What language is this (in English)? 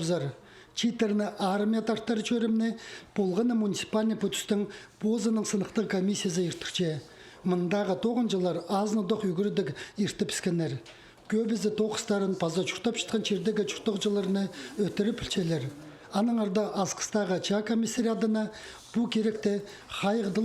Khakas